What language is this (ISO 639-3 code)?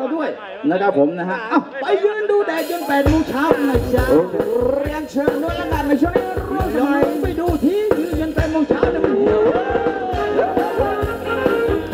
tha